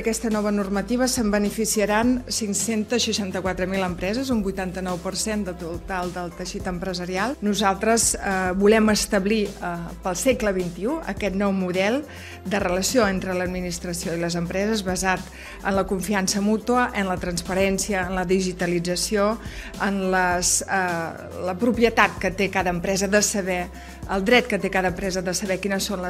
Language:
Catalan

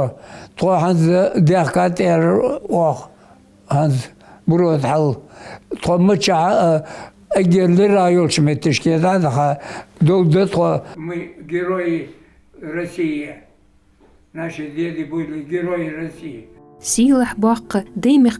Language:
Ingush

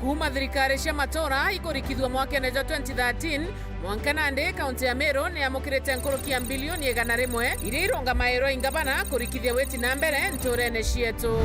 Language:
Meru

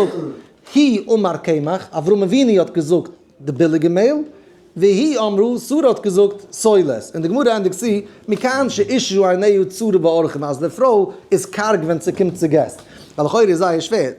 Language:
Yiddish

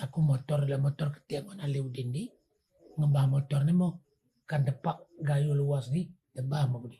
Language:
Achinese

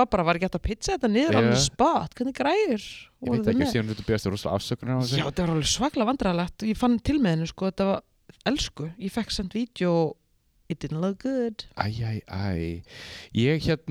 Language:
Icelandic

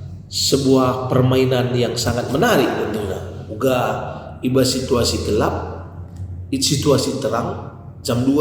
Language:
Batak Karo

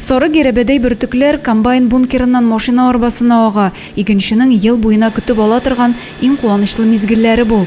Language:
Tatar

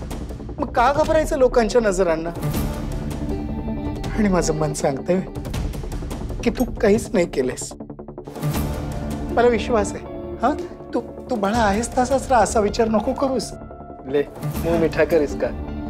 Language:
Marathi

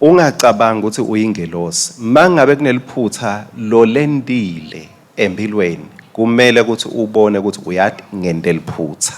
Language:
Swati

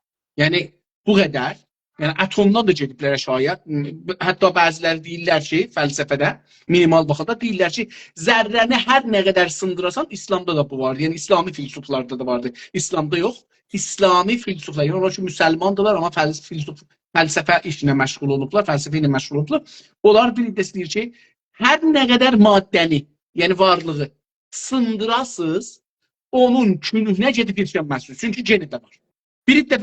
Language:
South Azerbaijani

